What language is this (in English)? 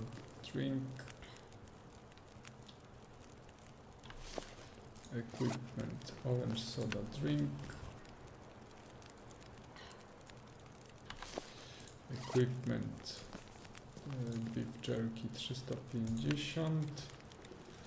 Polish